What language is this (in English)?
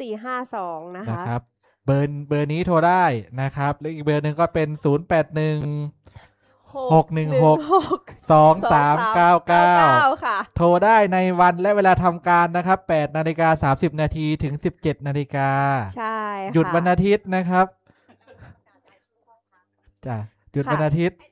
Thai